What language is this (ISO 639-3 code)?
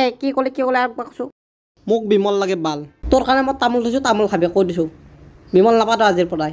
asm